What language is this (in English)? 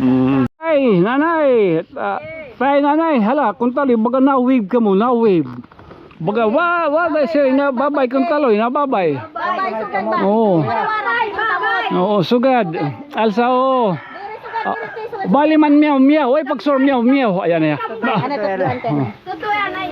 Waray